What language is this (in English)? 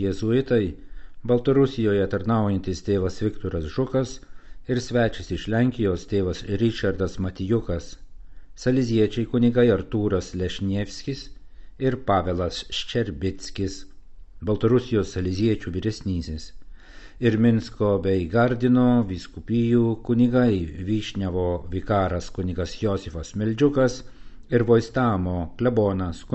Lithuanian